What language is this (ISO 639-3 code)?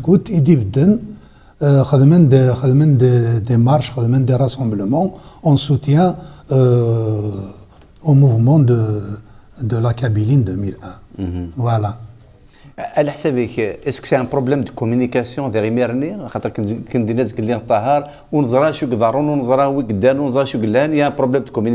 kab